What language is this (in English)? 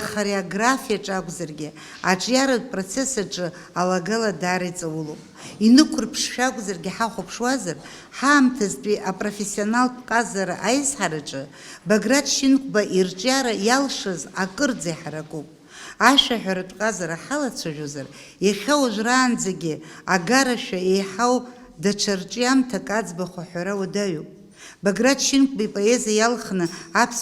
Abkhazian